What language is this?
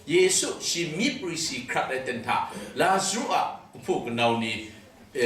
Kachin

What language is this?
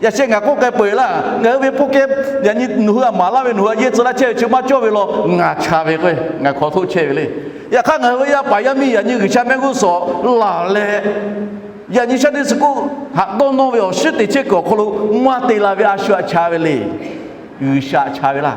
Lahu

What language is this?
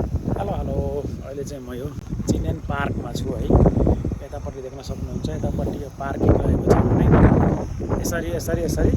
Nepali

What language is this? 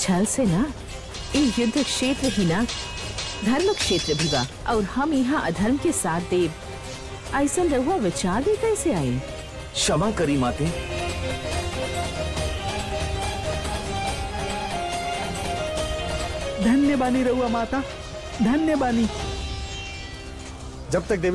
Bhojpuri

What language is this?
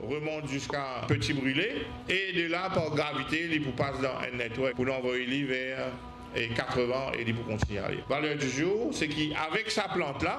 Morisyen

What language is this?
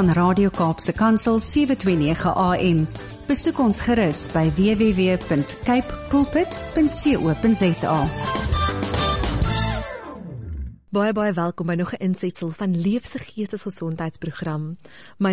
Afrikaans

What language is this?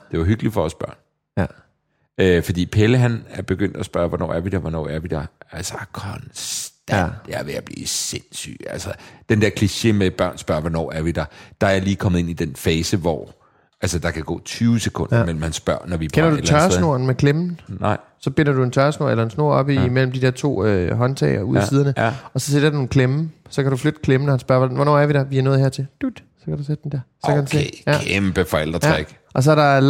Danish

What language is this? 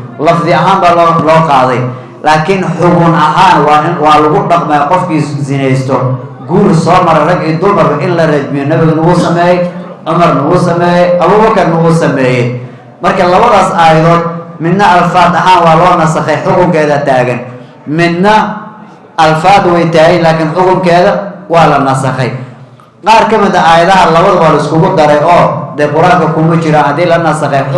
Somali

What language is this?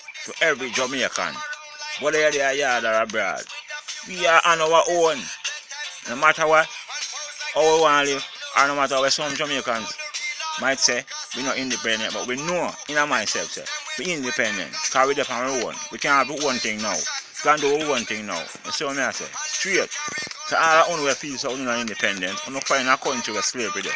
Jamaican Creole English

